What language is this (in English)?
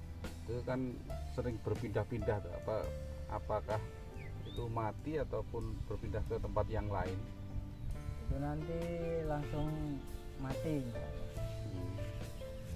Indonesian